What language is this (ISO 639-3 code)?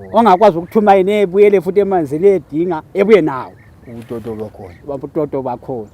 zul